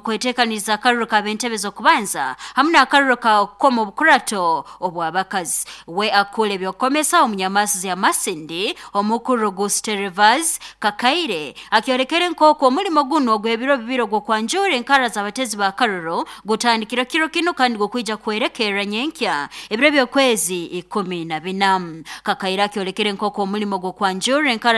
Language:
Nyankole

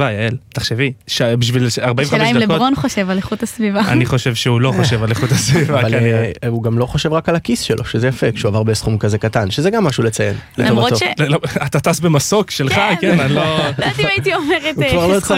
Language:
Hebrew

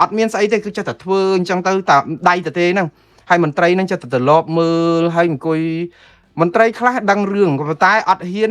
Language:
Khmer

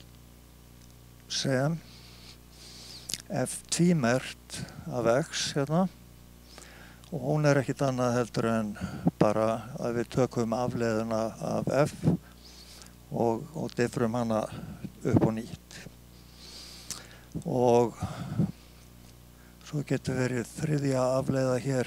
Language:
Icelandic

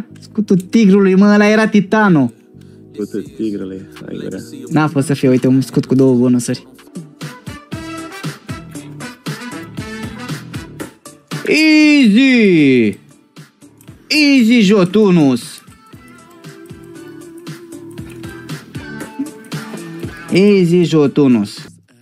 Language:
Romanian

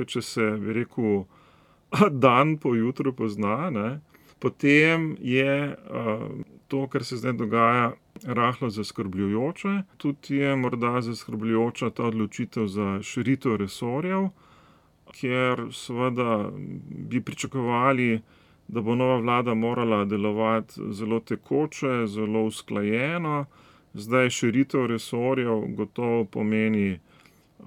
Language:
Slovenian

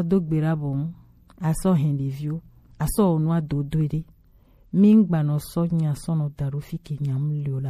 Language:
Gen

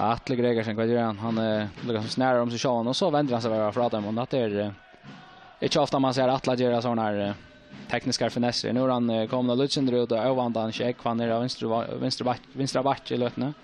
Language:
Faroese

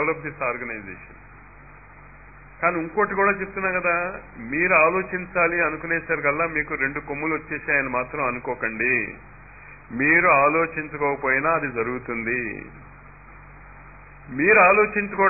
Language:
Telugu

